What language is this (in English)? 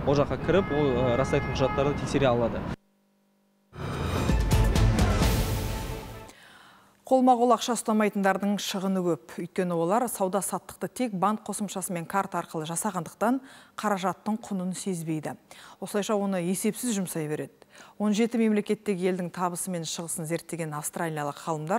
Kazakh